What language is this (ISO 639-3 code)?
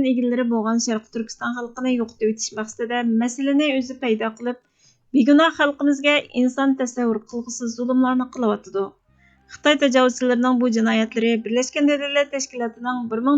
uig